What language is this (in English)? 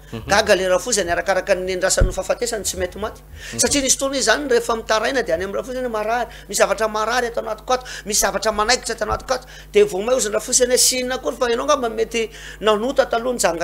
Malagasy